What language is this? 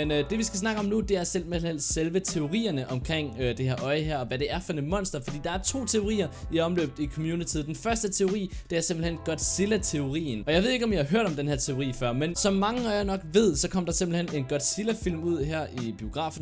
Danish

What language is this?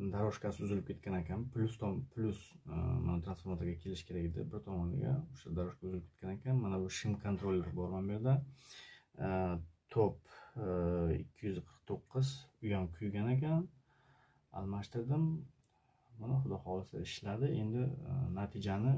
Uzbek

